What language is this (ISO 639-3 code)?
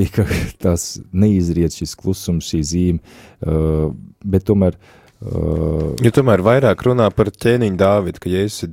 lav